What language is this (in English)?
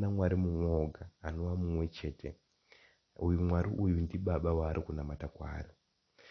Shona